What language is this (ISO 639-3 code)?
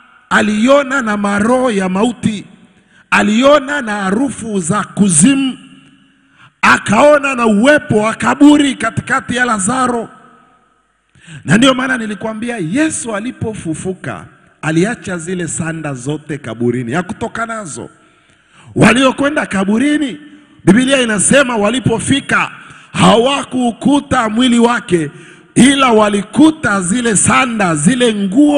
swa